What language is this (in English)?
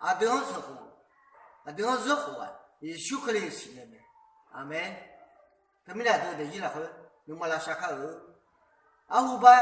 Akha